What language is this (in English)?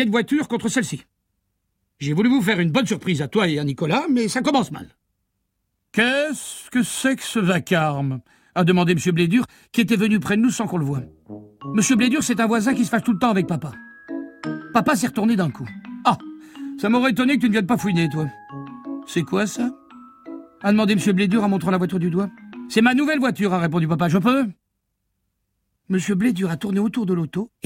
French